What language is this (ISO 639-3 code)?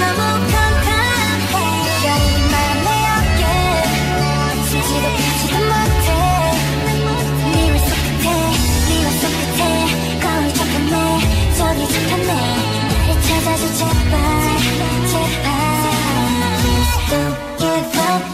kor